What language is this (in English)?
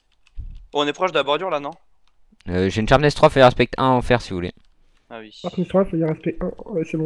French